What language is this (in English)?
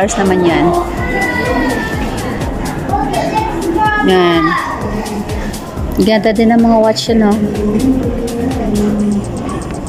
Filipino